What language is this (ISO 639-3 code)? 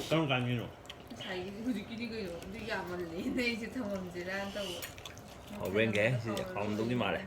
mni